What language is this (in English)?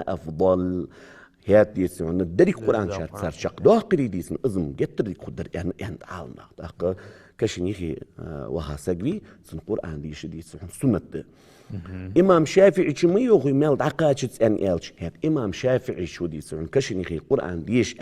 Ingush